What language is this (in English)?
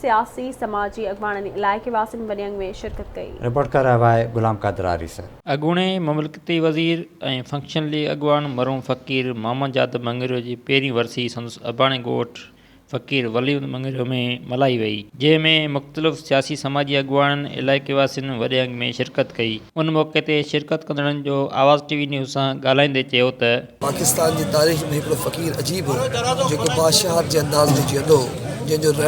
Sindhi